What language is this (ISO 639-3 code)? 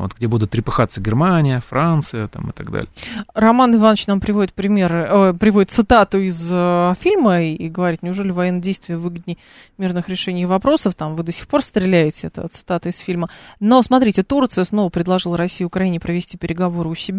rus